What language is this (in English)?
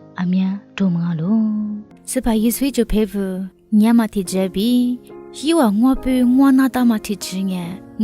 Lisu